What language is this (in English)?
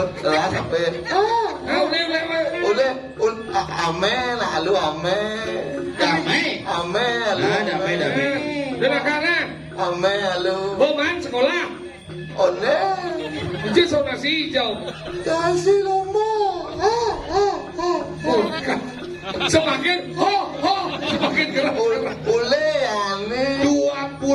Balinese